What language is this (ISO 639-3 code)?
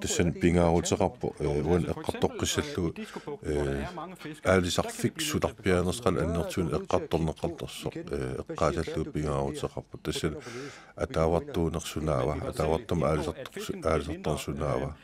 kal